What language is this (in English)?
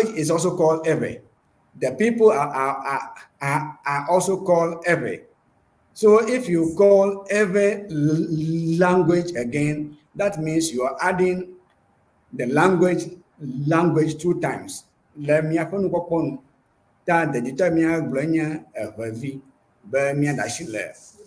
Ewe